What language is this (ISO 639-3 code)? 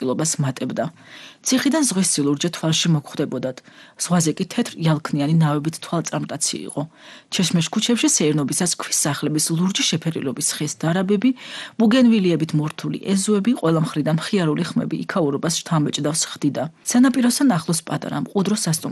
kat